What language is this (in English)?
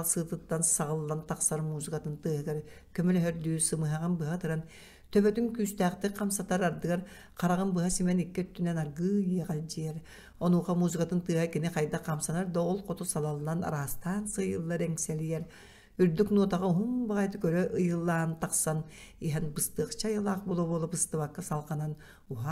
Yakut